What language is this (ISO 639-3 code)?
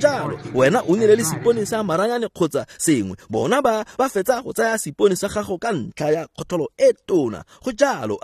tsn